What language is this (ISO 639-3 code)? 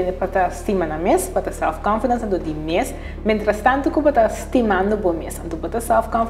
pap